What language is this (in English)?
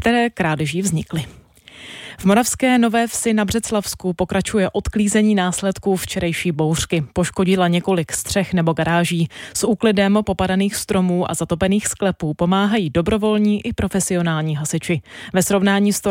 Czech